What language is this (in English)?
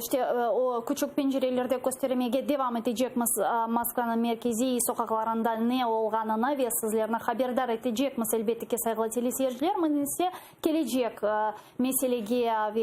Crimean Tatar